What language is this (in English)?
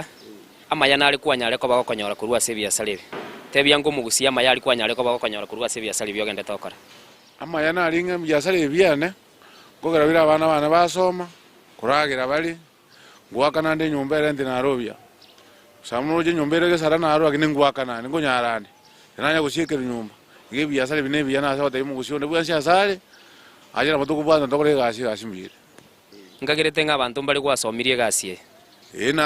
Gusii